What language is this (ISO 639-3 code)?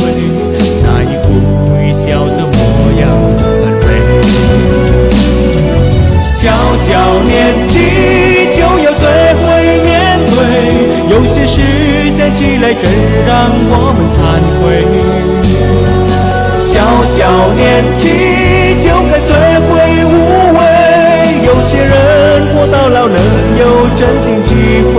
zho